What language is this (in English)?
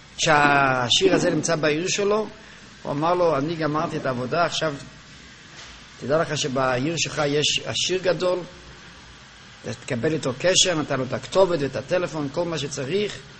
Hebrew